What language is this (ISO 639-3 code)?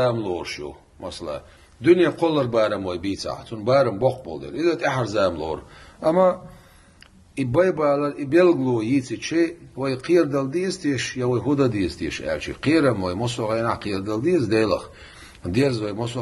che